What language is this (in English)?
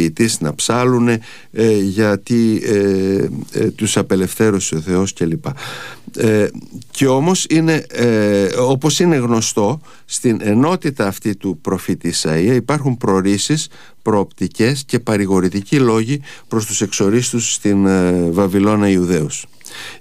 Greek